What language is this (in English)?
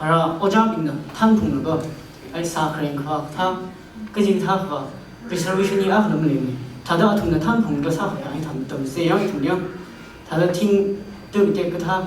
Tangkhul Naga (India)